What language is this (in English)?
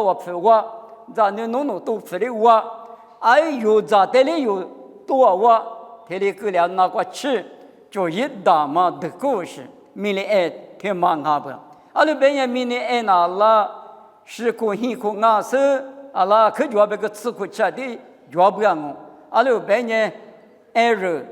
Lisu